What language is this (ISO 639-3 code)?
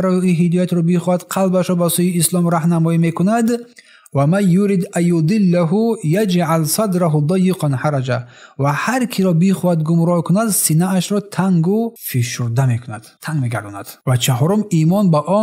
tgk